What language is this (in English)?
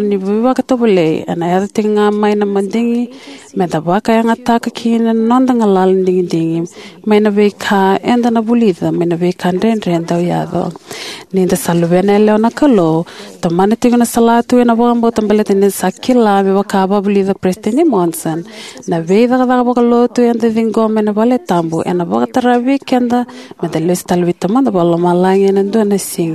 Fijian